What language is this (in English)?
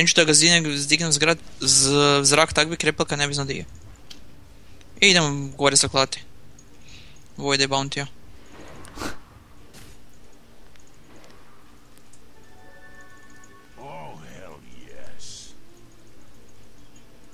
Croatian